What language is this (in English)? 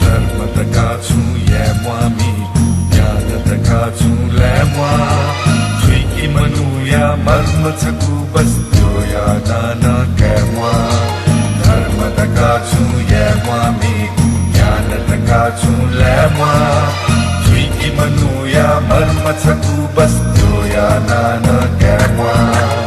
Newari